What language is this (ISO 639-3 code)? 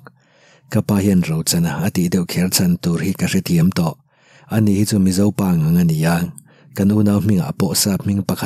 lus